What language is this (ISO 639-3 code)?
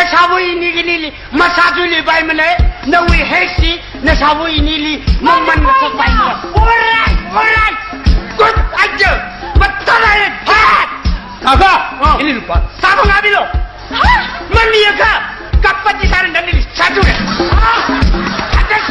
nmf